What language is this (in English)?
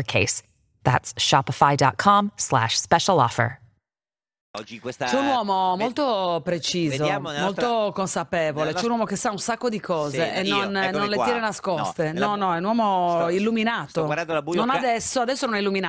Italian